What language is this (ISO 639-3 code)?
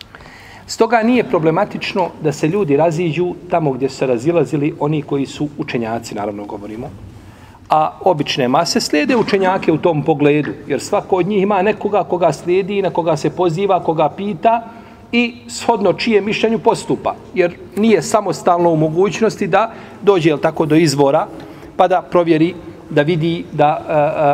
bos